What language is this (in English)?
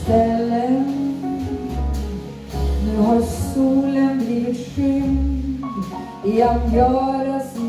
Swedish